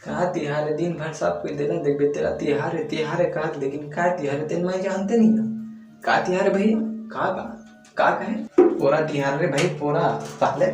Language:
Chhattisgarhi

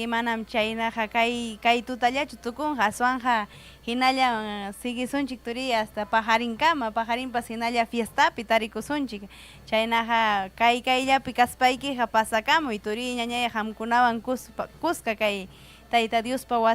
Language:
Ayacucho Quechua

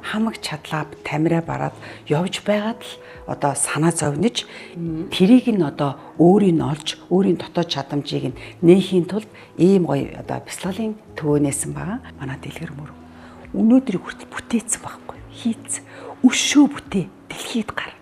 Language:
Mongolian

